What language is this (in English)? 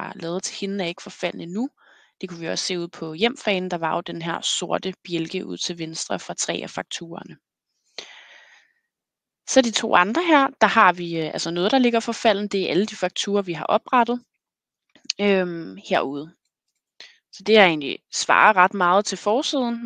Danish